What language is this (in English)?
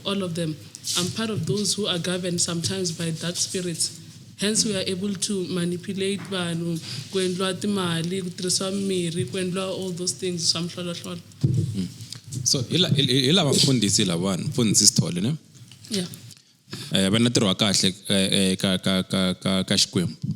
Tsonga